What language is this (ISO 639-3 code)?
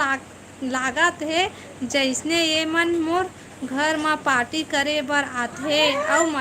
hne